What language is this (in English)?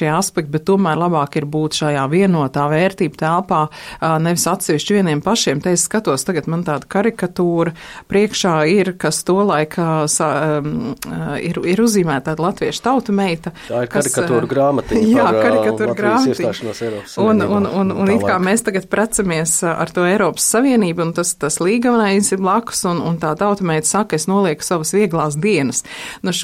Latvian